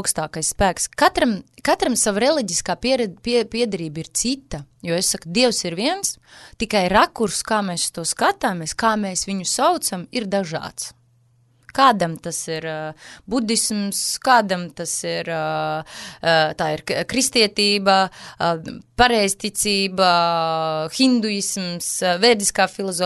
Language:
Latvian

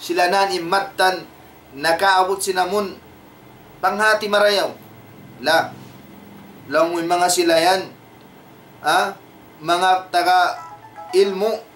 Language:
Tausug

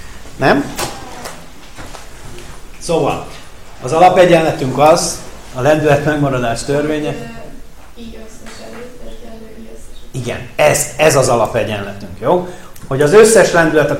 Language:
Hungarian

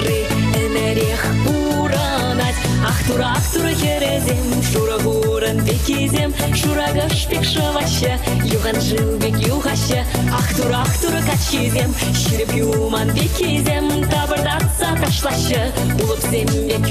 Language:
Chuvash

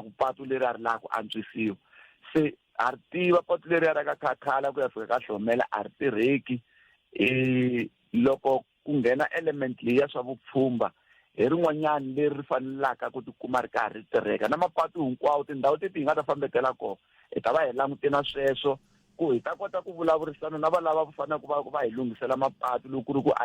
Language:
Tsonga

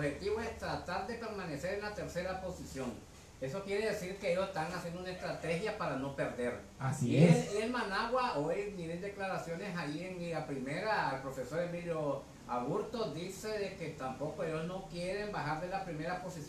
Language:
Spanish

